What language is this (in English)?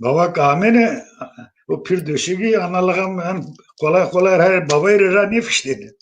Zaza